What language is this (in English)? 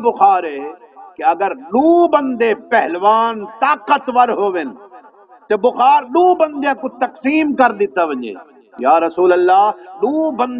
Saraiki